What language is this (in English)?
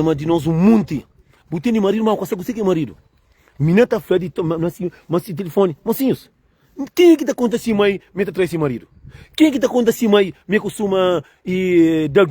Kabuverdianu